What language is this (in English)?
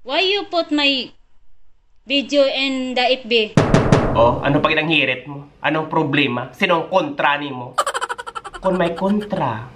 Hiligaynon